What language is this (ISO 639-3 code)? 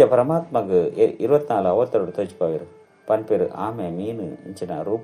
tcy